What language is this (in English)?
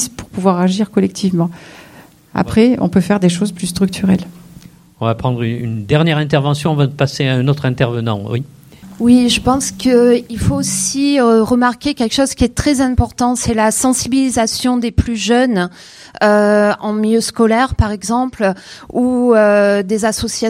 French